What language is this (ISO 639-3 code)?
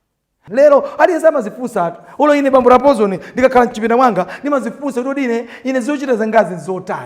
nya